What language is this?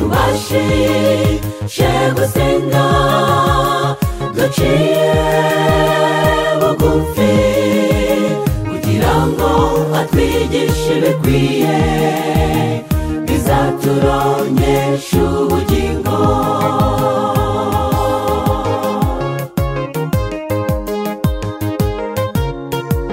Kinyarwanda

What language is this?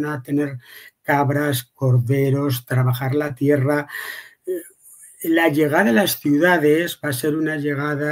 Ladino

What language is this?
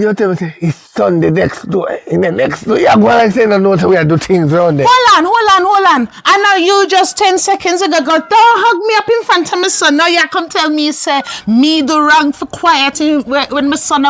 Jamaican Creole English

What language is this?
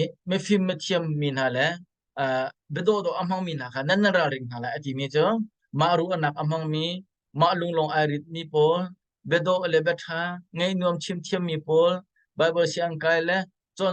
Hakha Chin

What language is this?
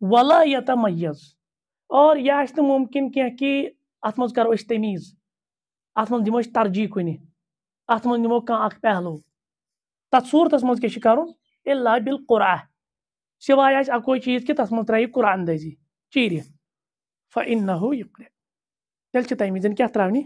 Kashmiri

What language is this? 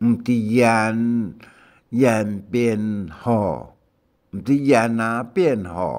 Hakka Chinese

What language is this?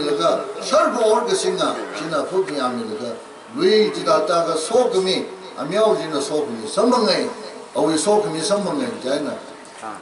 Tangkhul Naga (India)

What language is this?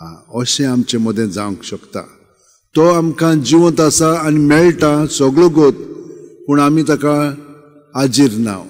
Konkani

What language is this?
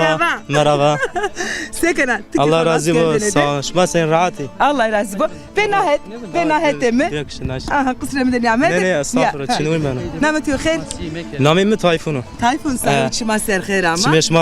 Zaza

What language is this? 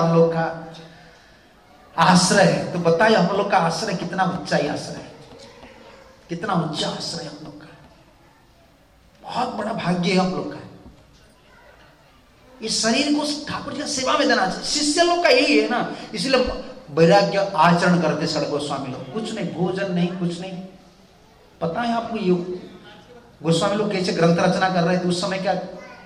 Hindi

